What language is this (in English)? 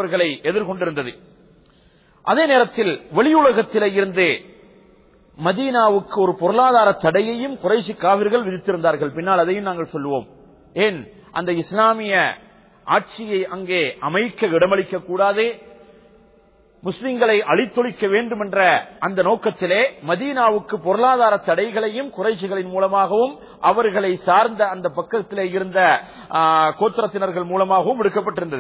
Tamil